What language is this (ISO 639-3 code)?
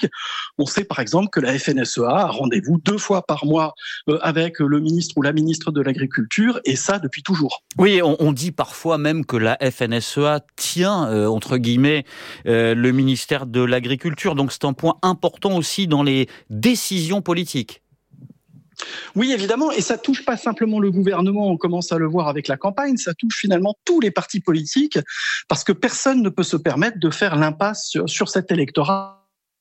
fra